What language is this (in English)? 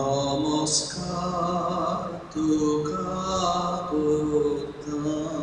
Konkani